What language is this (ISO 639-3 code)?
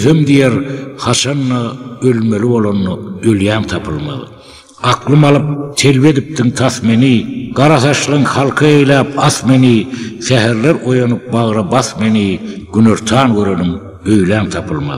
tuk